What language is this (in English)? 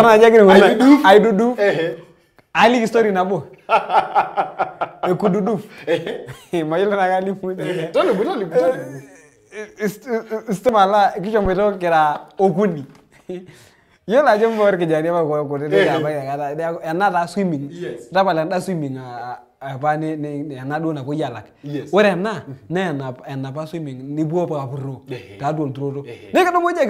Masai